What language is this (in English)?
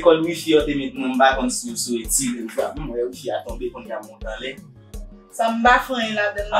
Haitian Creole